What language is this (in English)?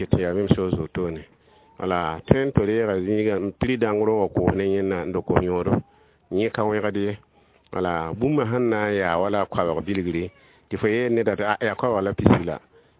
Mossi